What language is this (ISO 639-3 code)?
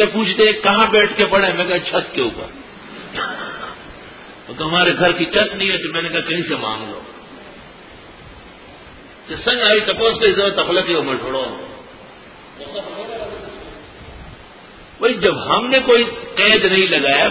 urd